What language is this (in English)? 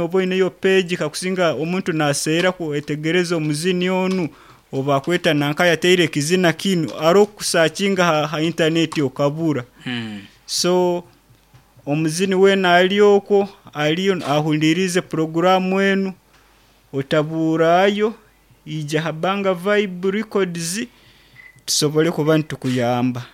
Nyankole